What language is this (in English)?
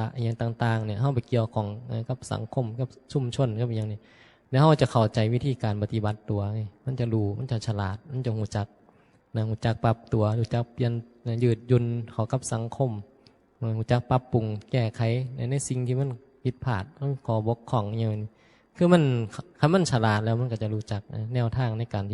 Northeastern Thai